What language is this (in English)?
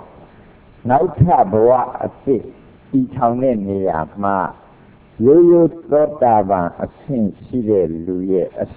Burmese